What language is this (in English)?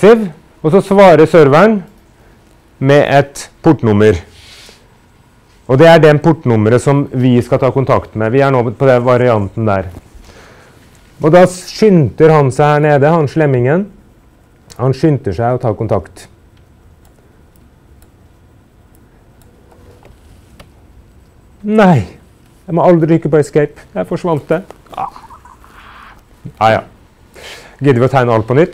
Norwegian